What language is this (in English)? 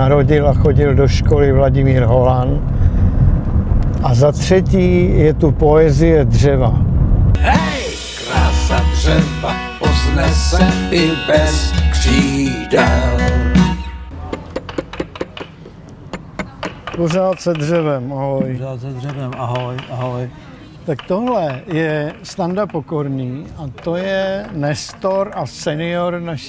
Czech